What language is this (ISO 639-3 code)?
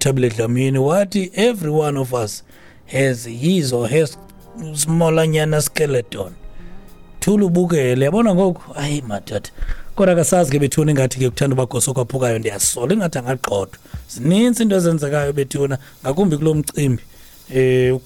xho